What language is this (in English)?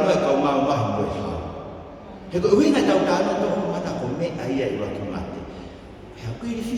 Tongan